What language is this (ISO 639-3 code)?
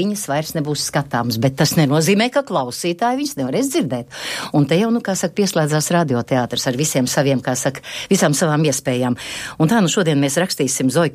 lav